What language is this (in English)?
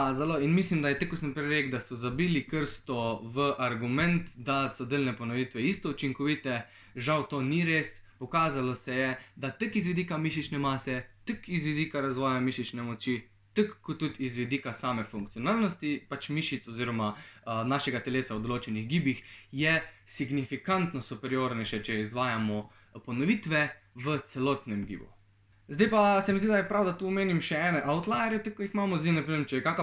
Slovenian